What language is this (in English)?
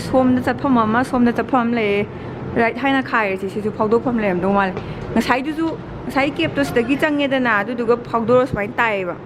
Manipuri